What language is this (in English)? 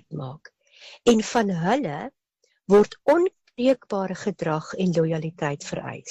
Afrikaans